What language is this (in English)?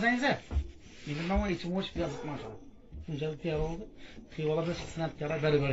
Turkish